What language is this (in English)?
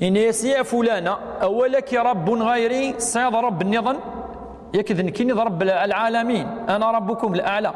Kabyle